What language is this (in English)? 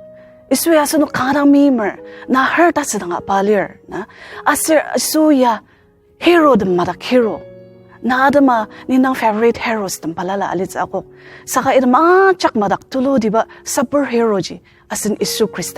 Ao Naga